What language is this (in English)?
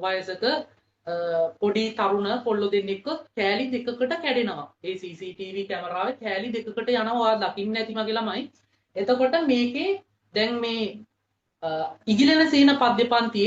Sinhala